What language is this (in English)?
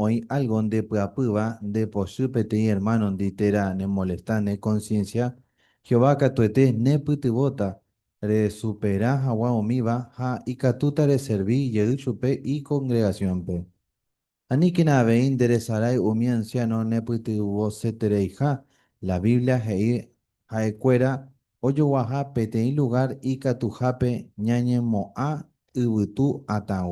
Guarani